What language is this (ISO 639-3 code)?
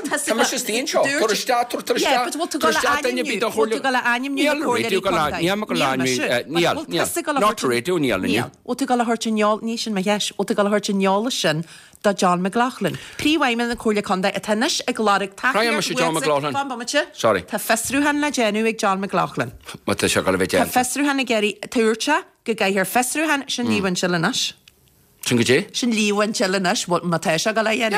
gle